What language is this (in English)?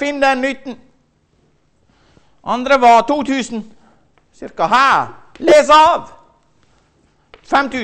Norwegian